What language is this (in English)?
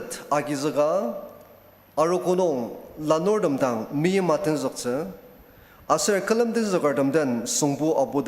Ao Naga